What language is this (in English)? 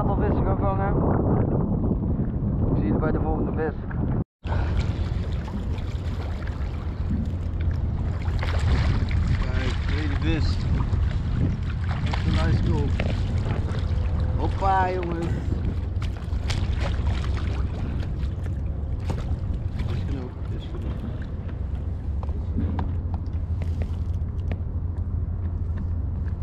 Dutch